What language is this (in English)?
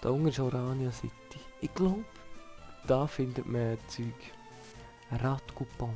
Swiss German